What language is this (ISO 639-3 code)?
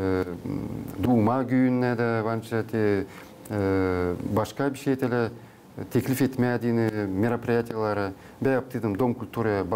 gag